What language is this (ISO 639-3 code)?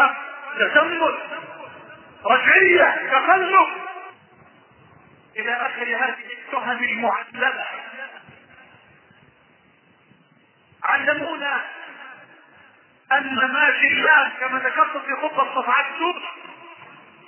ara